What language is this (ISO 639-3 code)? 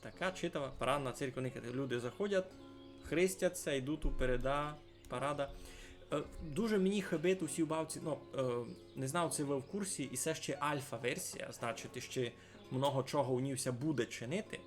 rue